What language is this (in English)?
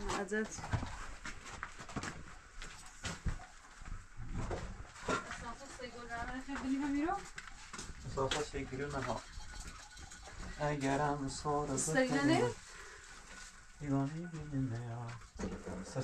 Persian